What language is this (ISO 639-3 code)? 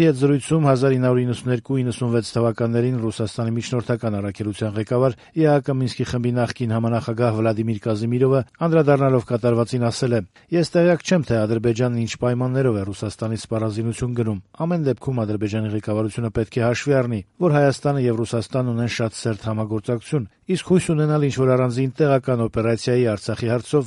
hye